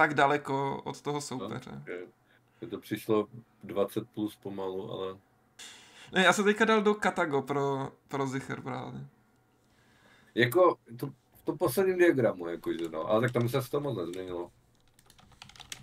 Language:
Czech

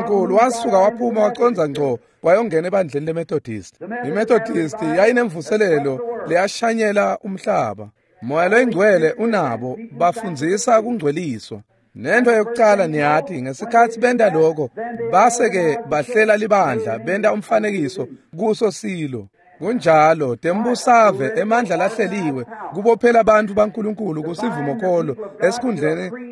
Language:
Swati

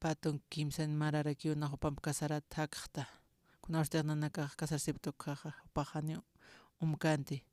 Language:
Aymara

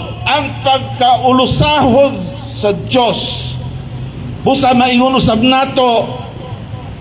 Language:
Cebuano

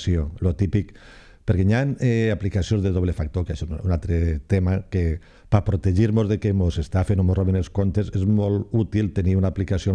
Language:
Catalan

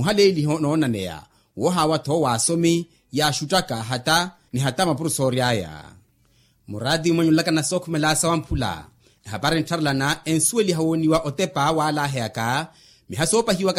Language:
Makhuwa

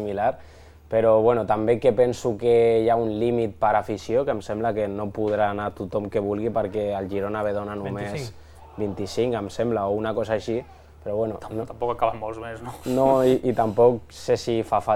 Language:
Catalan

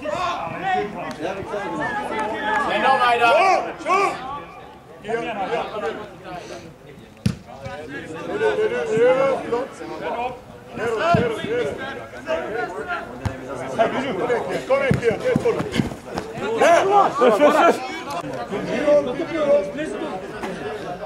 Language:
Swedish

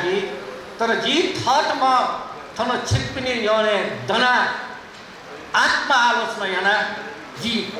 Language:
Newari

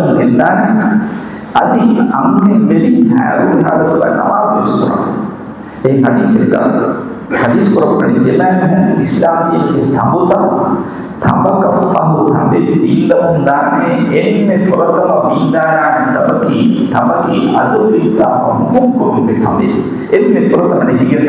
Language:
Divehi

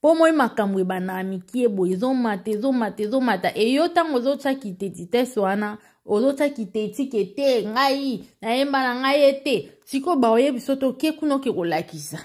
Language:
Lingala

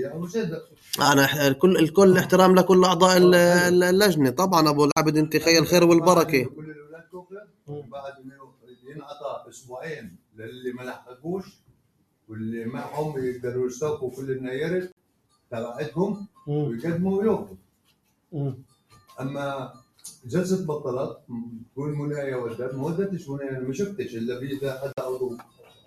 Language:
North Levantine Arabic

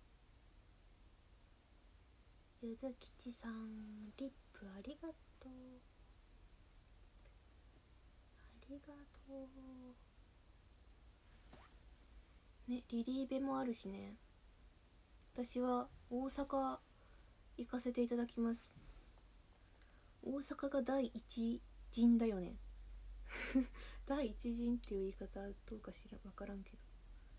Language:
Japanese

